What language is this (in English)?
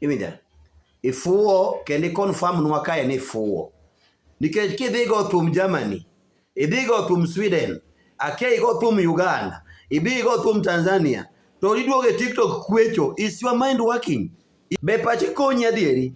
Luo (Kenya and Tanzania)